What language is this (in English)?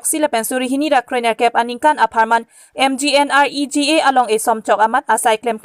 Karbi